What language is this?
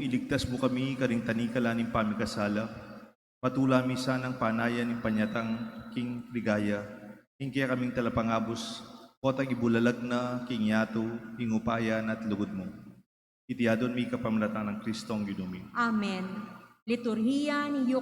Pampanga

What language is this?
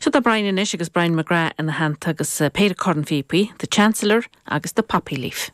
Irish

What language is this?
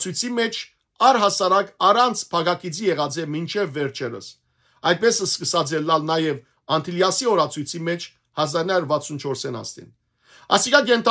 Western Armenian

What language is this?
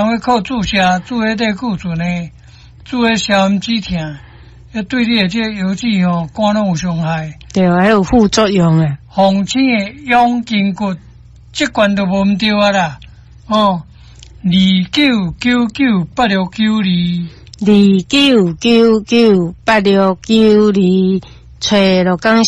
Min Nan Chinese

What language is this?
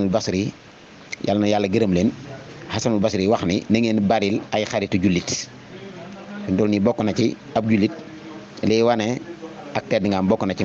Wolof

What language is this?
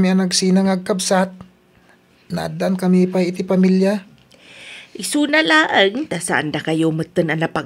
Iloko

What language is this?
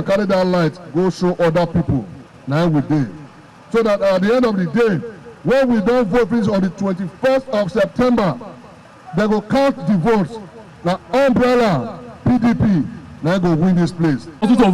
Nigerian Pidgin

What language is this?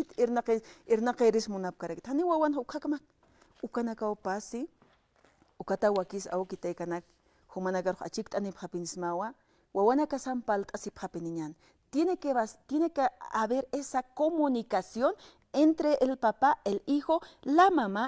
Aymara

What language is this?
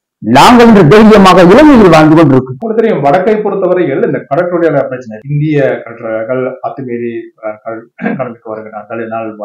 Tamil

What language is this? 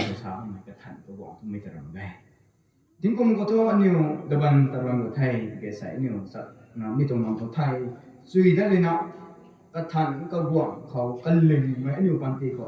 Rongmei Naga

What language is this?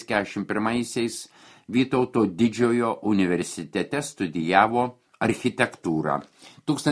Lithuanian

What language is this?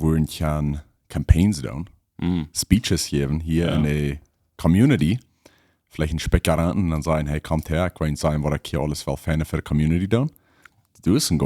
Plautdietsch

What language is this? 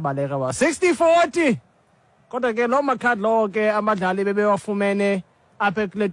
Xhosa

